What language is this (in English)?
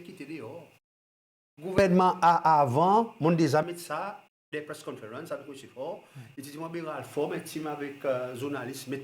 Seselwa Creole French